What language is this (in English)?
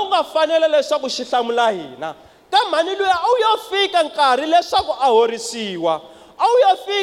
Tsonga